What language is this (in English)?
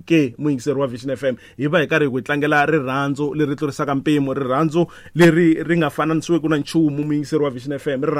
Tsonga